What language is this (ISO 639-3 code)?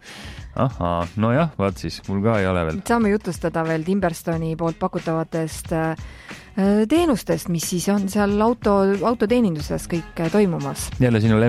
est